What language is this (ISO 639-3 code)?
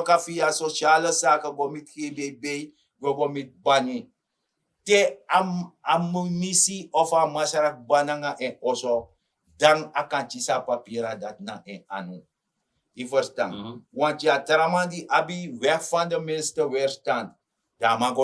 srn